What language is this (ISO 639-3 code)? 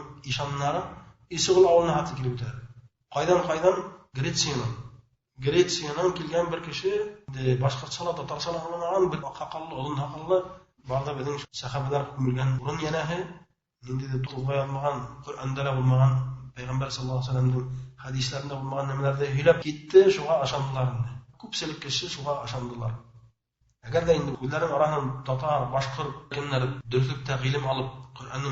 bak